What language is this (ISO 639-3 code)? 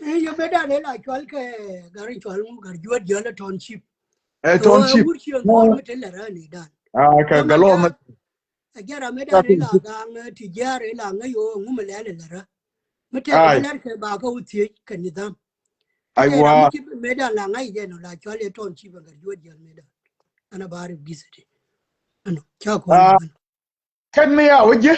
nus